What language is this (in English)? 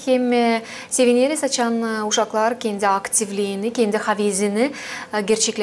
Gagauz